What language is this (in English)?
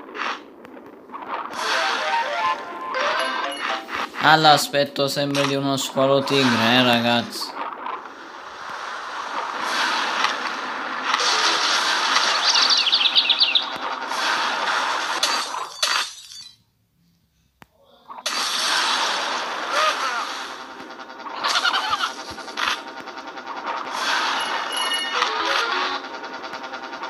Italian